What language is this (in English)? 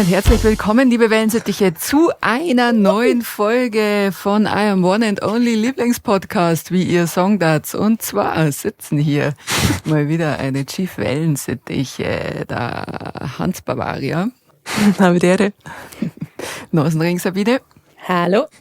Bavarian